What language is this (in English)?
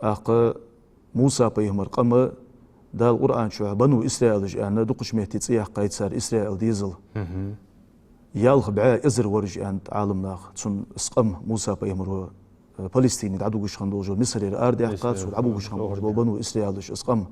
Ingush